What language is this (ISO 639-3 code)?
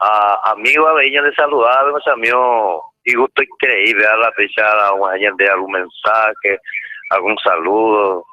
grn